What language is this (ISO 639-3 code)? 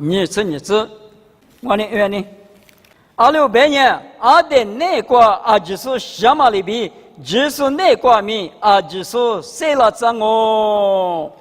lis